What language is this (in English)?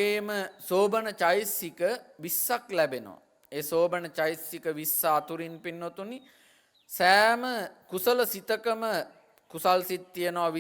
Sinhala